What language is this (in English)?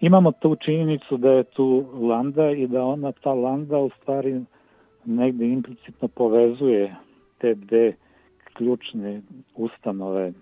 Serbian